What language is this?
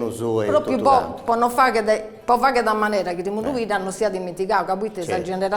Sardinian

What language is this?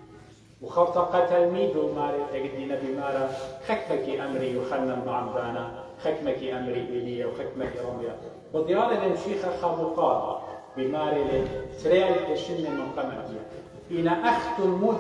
Assyrian Neo-Aramaic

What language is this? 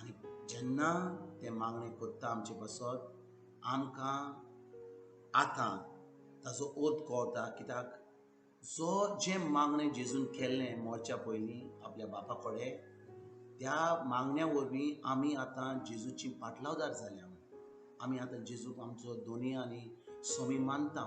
Konkani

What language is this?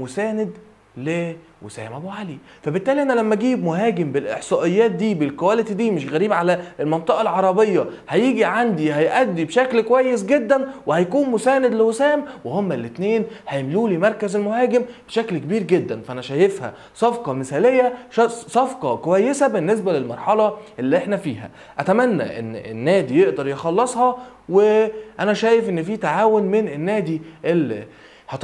Egyptian Arabic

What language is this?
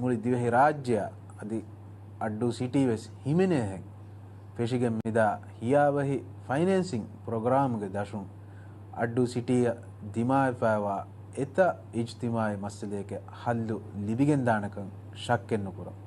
Divehi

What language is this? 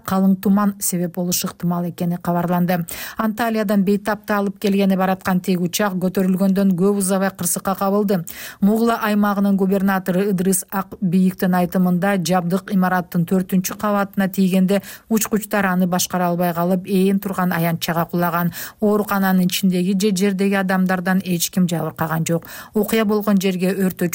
Kyrgyz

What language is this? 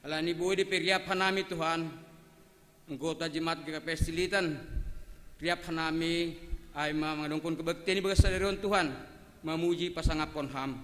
Batak Simalungun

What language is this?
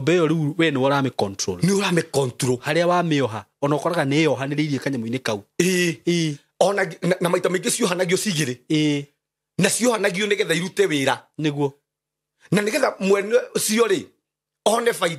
Kikuyu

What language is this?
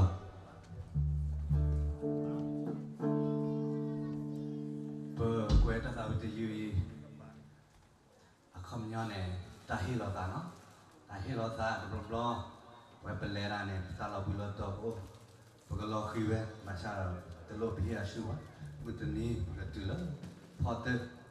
S'gaw Karen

